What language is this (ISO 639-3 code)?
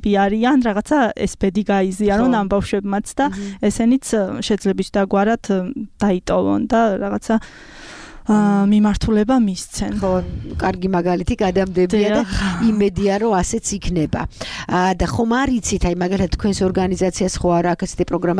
kat